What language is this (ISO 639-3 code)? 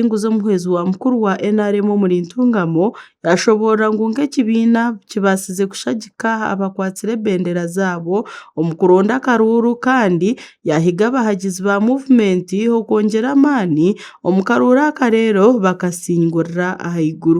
nyn